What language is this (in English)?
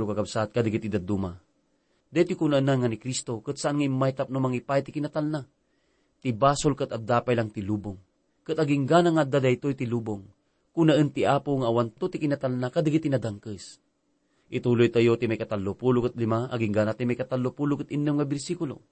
Iloko